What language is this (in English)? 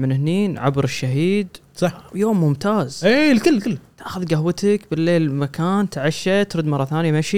Gulf Arabic